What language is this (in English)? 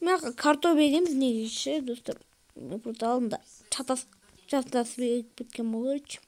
Kazakh